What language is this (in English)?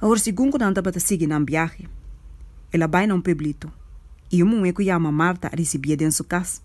Papiamento